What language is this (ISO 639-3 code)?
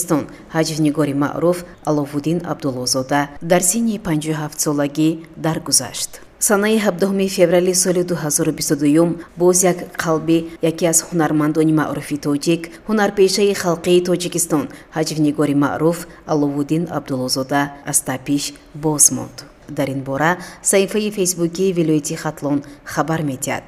tgk